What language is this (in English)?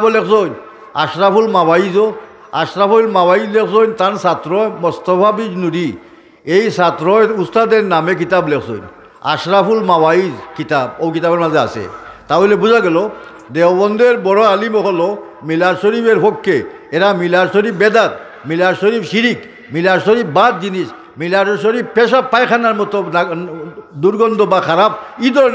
Sylheti